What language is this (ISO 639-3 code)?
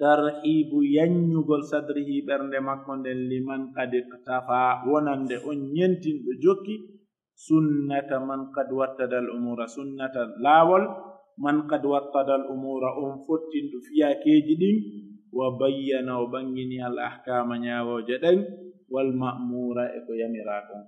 fuf